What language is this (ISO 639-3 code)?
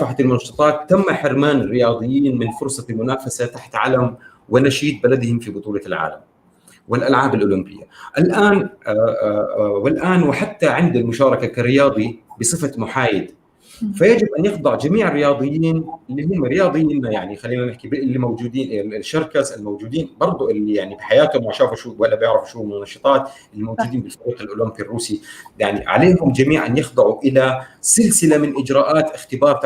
apc